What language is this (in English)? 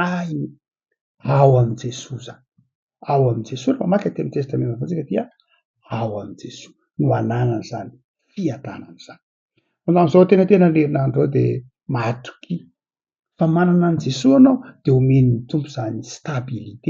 Malagasy